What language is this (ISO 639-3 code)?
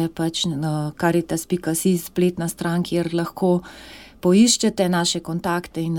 slv